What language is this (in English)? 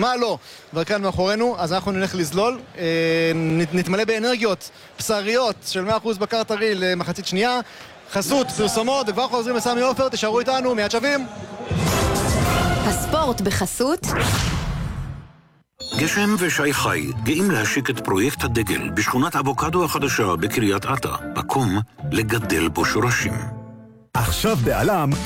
Hebrew